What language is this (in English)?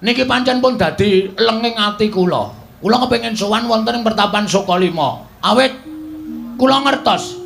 Javanese